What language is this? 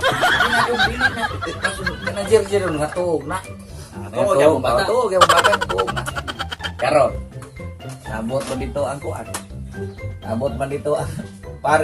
Cebuano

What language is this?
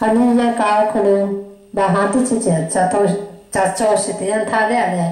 Lahu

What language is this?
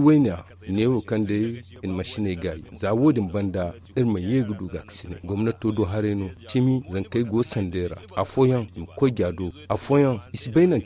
Zarma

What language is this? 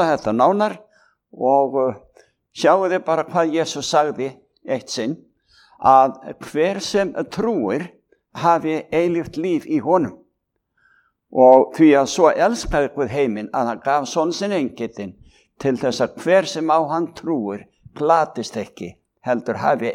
Icelandic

